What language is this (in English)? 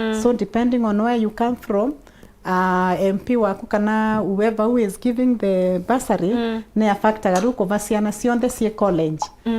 Meru